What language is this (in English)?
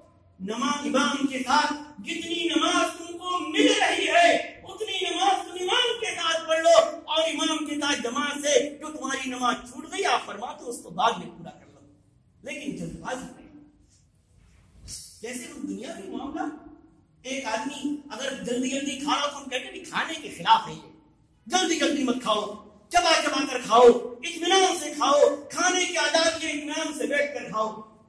Urdu